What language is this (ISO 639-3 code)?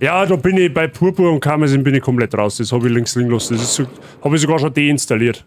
bar